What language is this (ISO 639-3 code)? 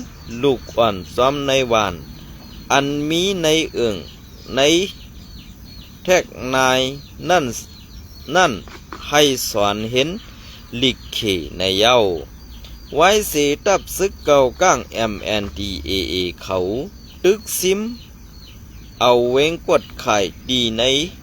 shn